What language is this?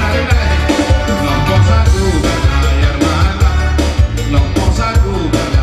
Minangkabau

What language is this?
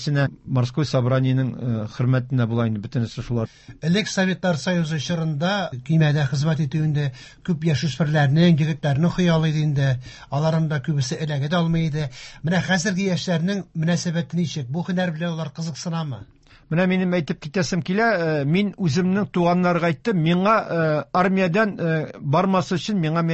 Tatar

